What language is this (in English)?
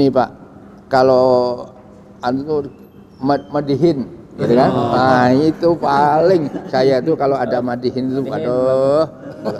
Banjar